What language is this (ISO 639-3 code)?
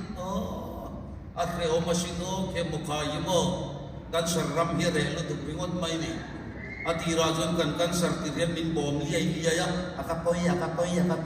lus